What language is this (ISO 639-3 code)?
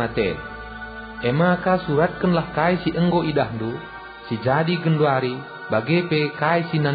btx